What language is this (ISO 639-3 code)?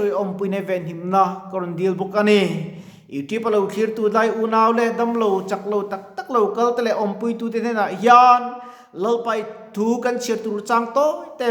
lus